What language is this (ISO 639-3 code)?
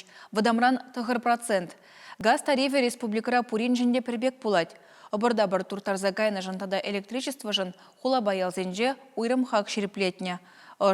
chv